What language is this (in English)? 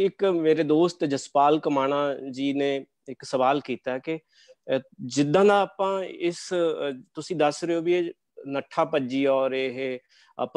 Punjabi